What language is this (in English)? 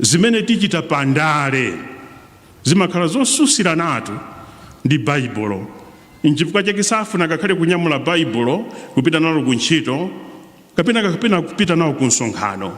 Nyanja